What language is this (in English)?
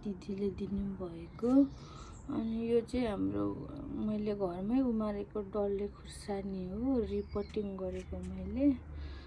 Nepali